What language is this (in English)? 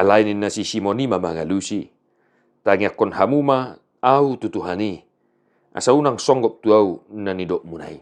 Batak Toba